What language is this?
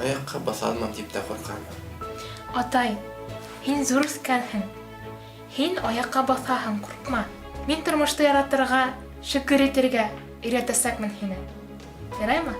Bashkir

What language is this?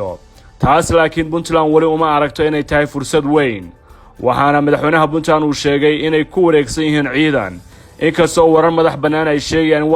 Somali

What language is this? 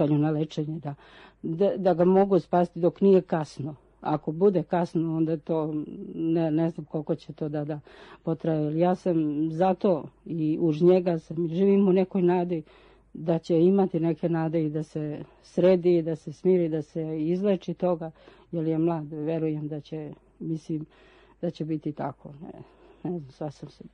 Serbian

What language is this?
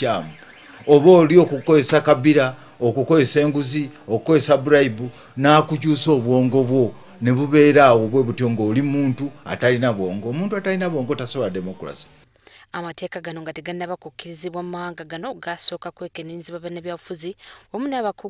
Ganda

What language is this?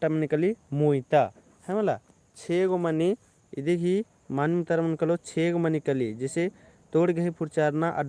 Kurukh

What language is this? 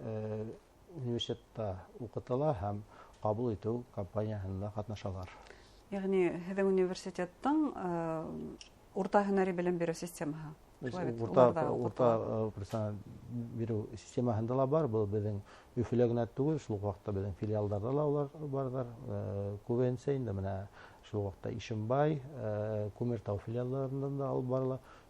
Bashkir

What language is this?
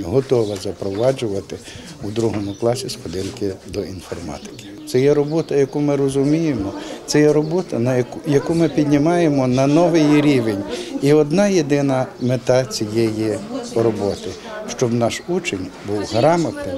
Ukrainian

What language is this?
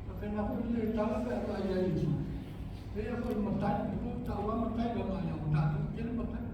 Samoan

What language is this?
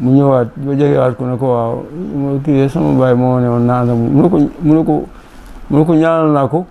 Wolof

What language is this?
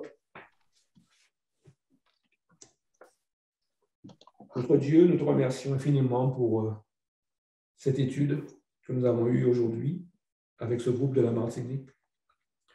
French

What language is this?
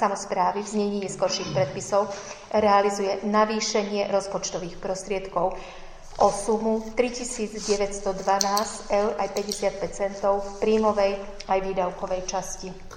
Slovak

